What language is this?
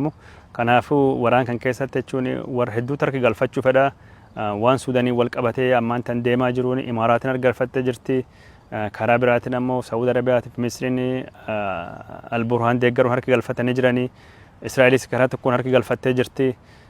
Oromo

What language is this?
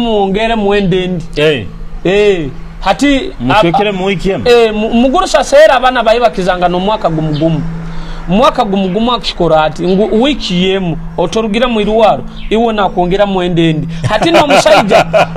Nyoro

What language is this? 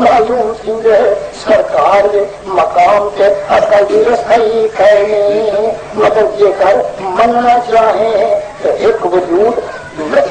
Saraiki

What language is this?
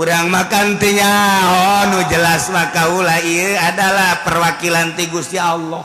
Sundanese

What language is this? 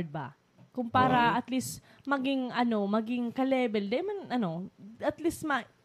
Bikol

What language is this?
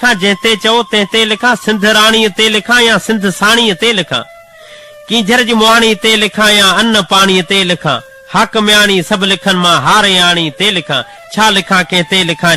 Sindhi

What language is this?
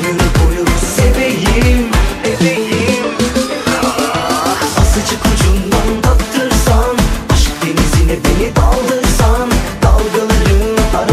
Turkish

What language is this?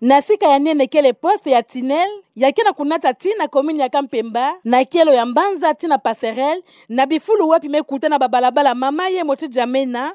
Kituba (Democratic Republic of Congo)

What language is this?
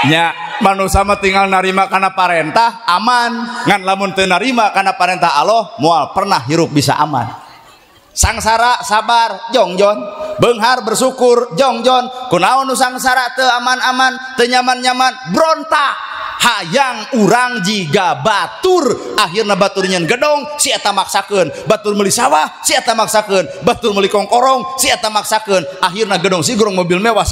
Sundanese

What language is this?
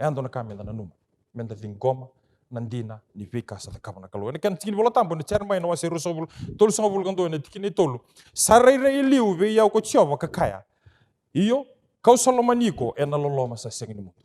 Fijian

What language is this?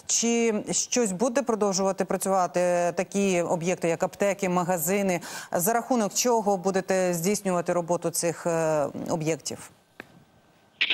Ukrainian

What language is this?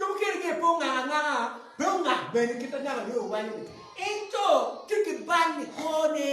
Acoli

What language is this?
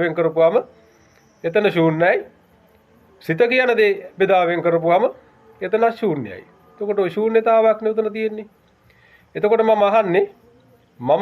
Sinhala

